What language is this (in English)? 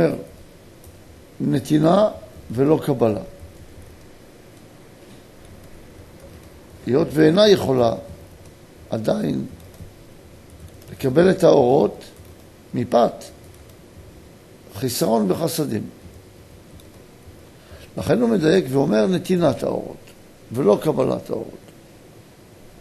Hebrew